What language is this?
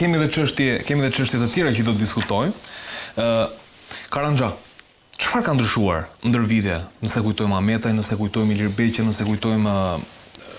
Albanian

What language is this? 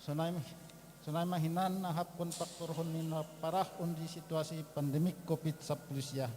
Batak Simalungun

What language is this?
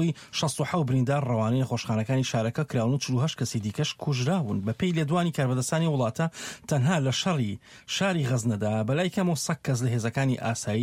Central Kurdish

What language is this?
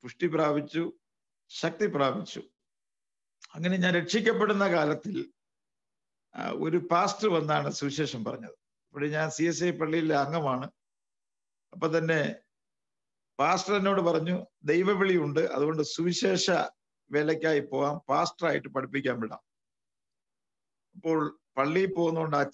Malayalam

